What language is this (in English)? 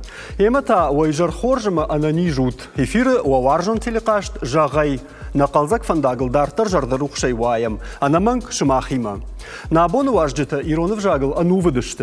Ossetic